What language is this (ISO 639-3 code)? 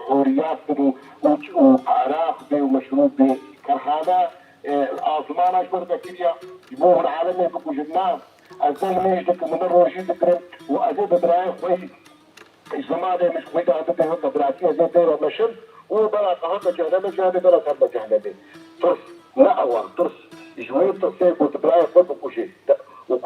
kur